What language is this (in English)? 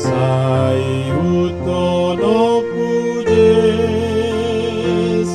Batak Toba